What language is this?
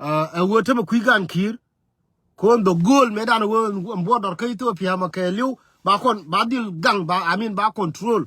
Nuer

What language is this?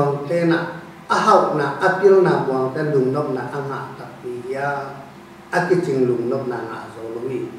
Tedim Chin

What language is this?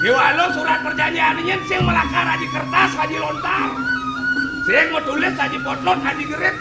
Balinese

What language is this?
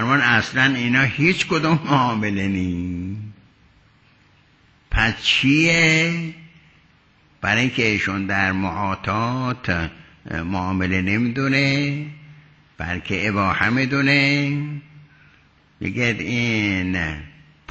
Persian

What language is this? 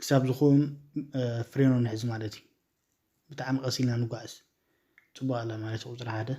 Tigrinya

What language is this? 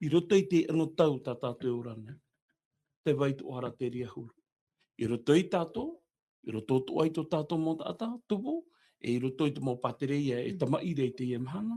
Tahitian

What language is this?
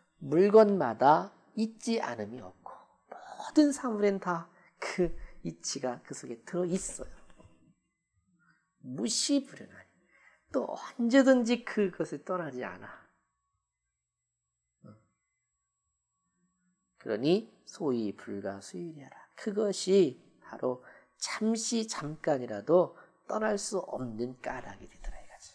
Korean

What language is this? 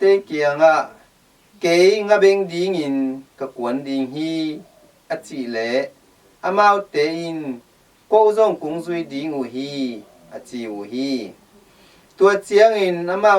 Tedim Chin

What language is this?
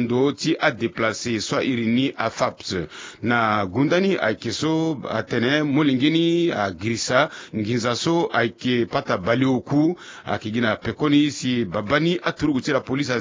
Sango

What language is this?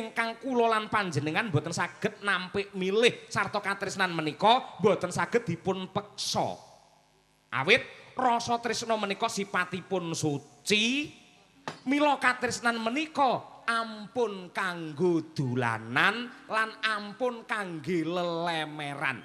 Javanese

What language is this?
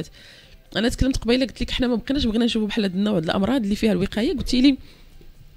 Moroccan Arabic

